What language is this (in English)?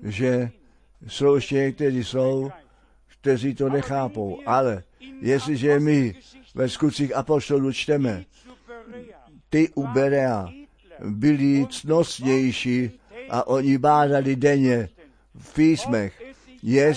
Czech